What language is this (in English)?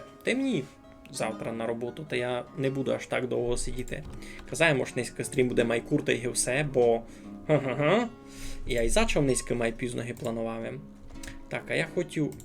Rusyn